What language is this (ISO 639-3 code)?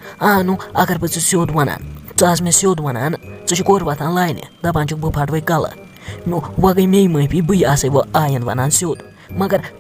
kas